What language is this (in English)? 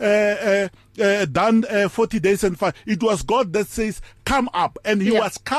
English